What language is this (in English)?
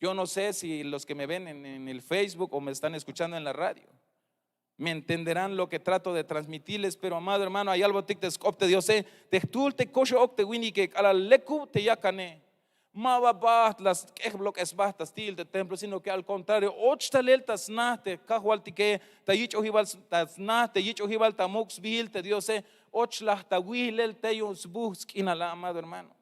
Tzeltal